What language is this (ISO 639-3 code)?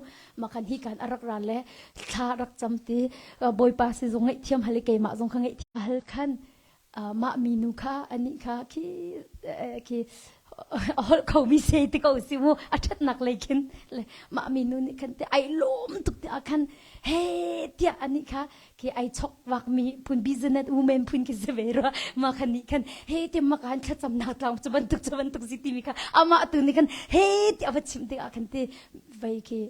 cnh